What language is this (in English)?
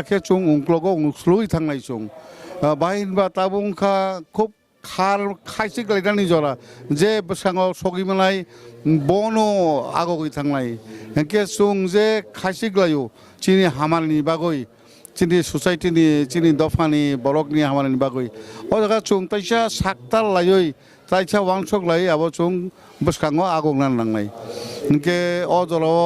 Kok Borok